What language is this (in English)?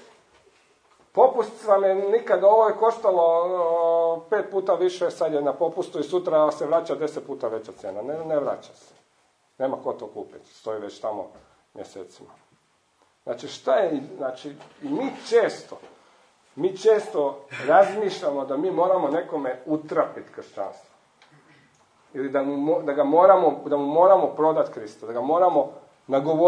Croatian